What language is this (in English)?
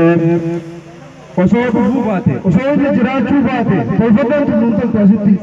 Oromo